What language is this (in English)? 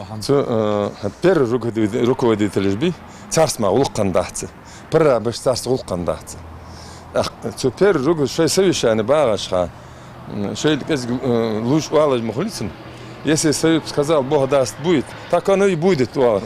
Ingush